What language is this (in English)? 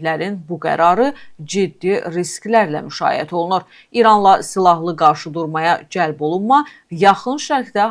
Azerbaijani